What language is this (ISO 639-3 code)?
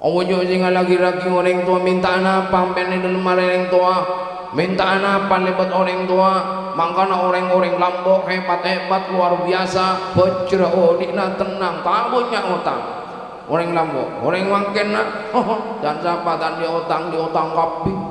mad